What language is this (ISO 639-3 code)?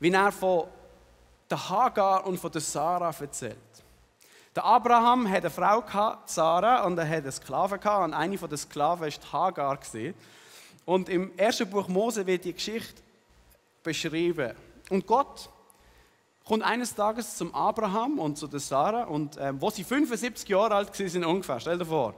gsw